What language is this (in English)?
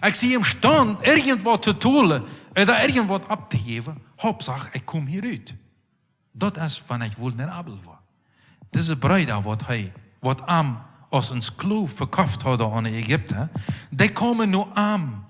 Plautdietsch